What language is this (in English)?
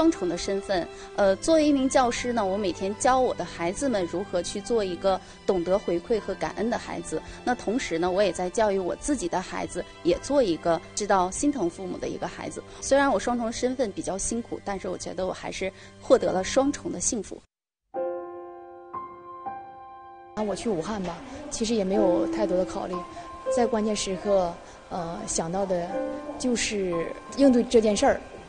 Chinese